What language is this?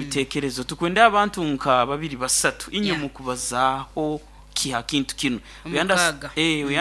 Nyoro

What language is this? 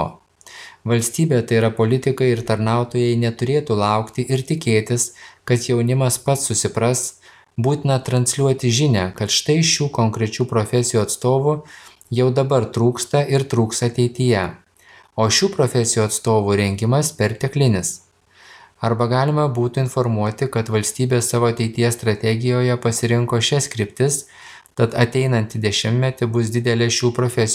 Lithuanian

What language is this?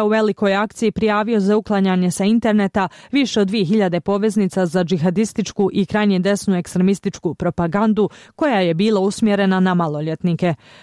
Bosnian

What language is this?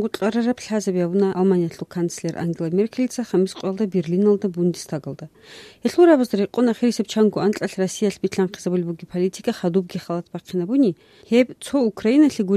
Avaric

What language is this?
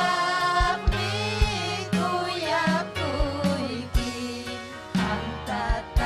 Ayacucho Quechua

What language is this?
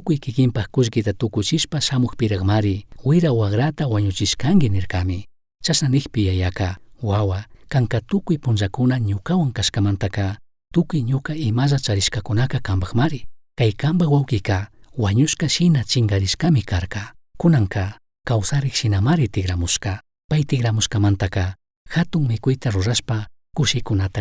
Chimborazo Highland Quichua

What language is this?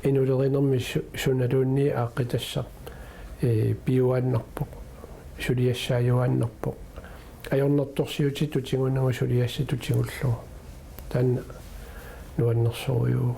Kalaallisut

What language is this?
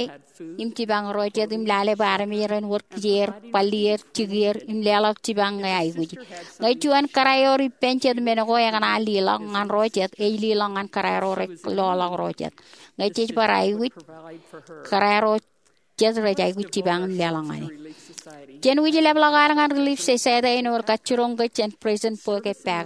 Marshallese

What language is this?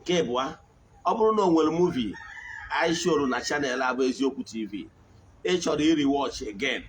Igbo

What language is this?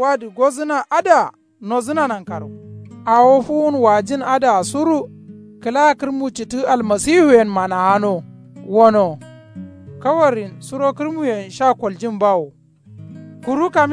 Kanuri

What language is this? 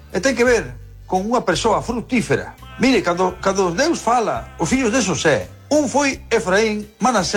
Galician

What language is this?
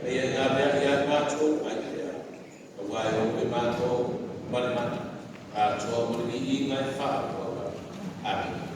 Samoan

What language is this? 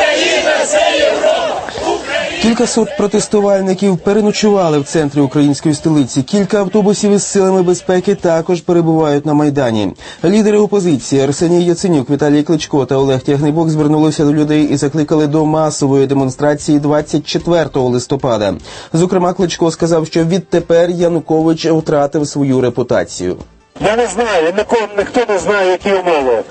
Ukrainian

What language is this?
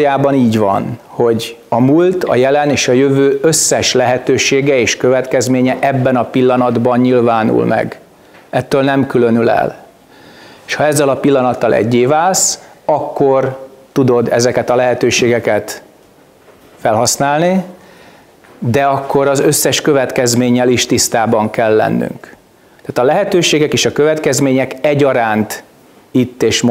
Hungarian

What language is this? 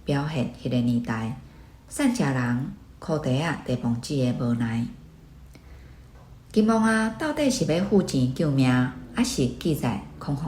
Min Nan Chinese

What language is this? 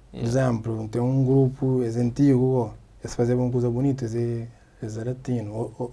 Kabuverdianu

